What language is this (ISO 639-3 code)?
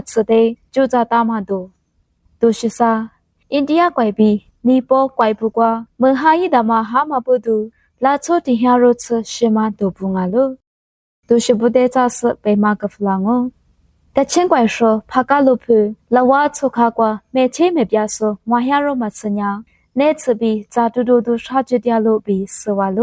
lis